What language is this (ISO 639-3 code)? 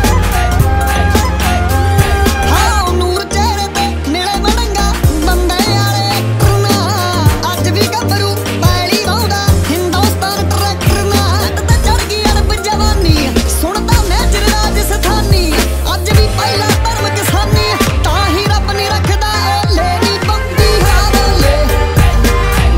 pan